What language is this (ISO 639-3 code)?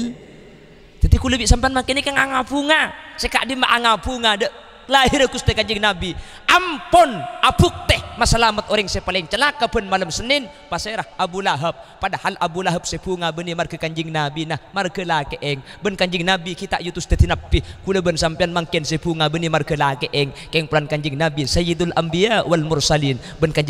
mad